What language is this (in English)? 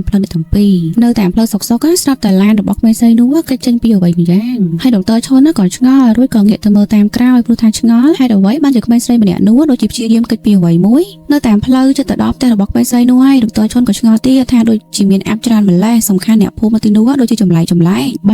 Khmer